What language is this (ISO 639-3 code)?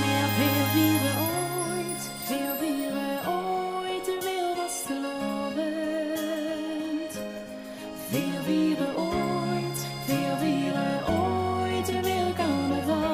lim